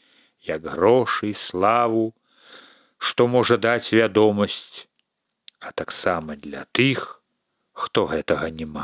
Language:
Belarusian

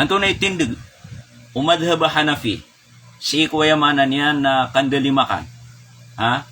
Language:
Maranao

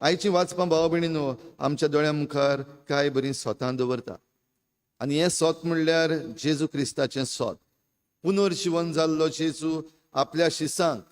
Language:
Konkani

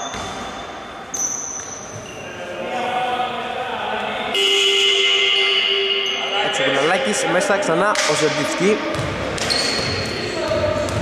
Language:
Greek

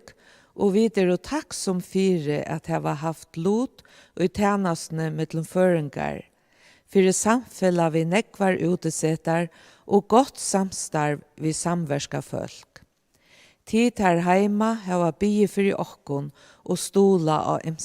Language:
Faroese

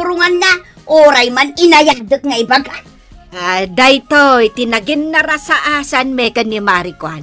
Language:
Iloko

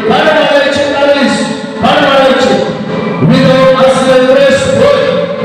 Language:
Konkani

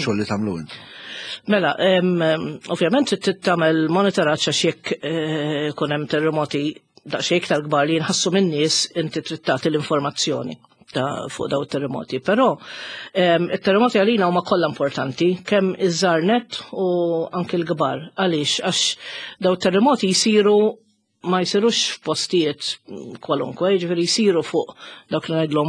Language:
Maltese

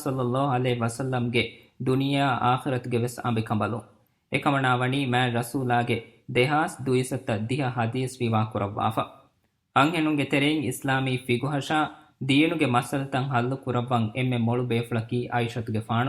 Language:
Divehi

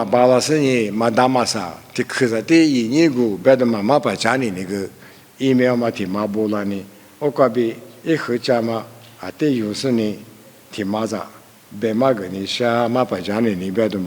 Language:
Lisu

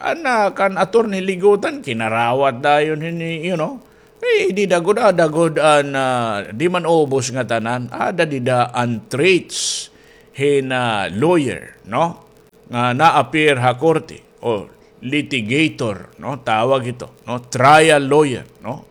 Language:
Waray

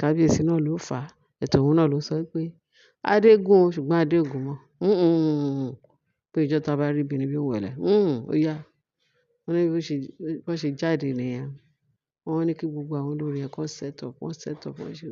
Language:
Yoruba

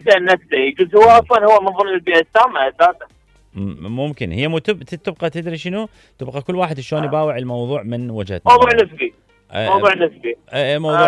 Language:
Mesopotamian Arabic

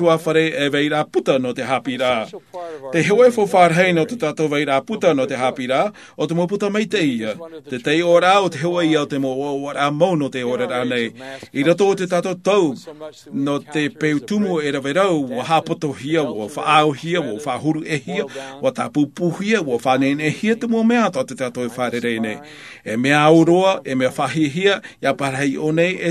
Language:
Tahitian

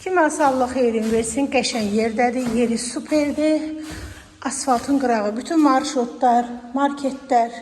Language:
Azerbaijani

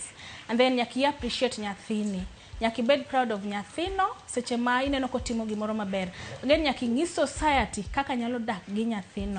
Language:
Luo (Kenya and Tanzania)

